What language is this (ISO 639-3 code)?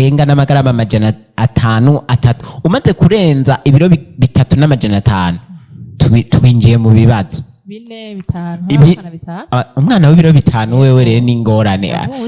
run